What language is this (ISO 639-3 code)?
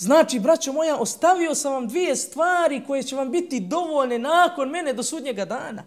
bos